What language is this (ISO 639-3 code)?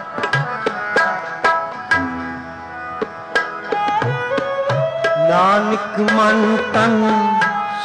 hin